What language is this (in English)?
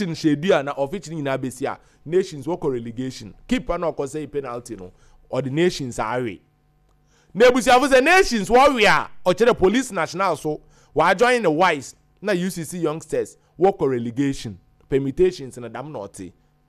Akan